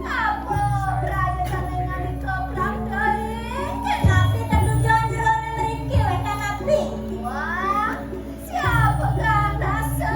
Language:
Balinese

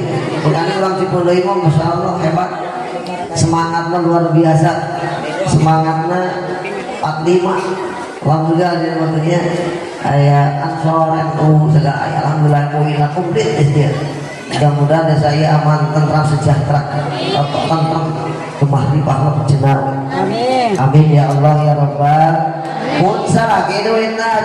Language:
Sundanese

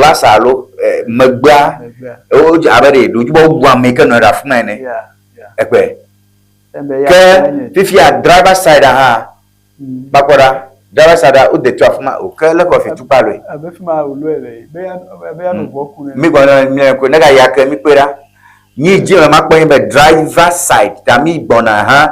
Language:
Ewe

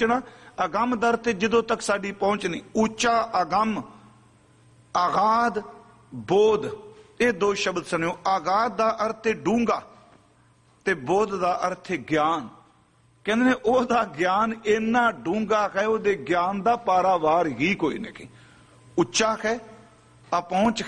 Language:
Punjabi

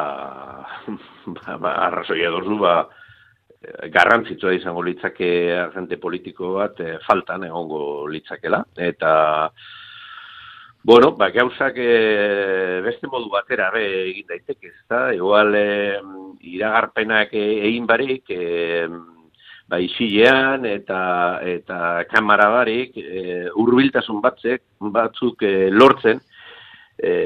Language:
Basque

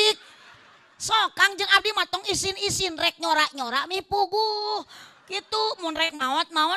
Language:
Sundanese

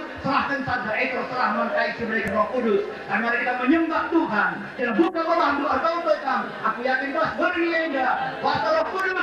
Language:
Batak Karo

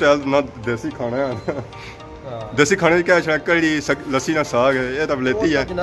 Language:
Pahari-Potwari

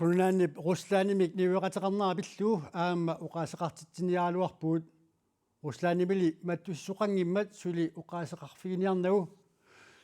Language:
Kalaallisut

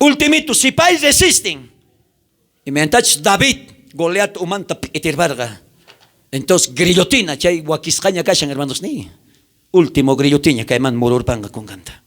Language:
South Bolivian Quechua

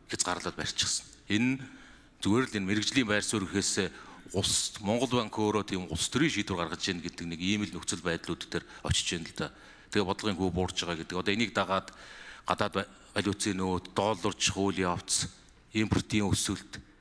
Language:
Mongolian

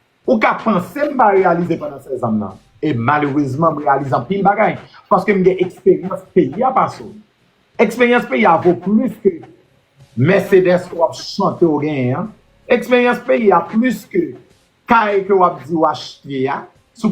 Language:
Haitian Creole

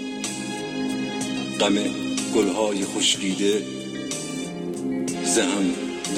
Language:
Persian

